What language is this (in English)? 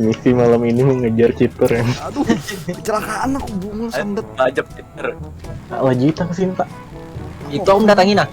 Banjar